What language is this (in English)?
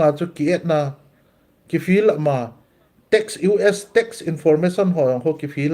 Thado Chin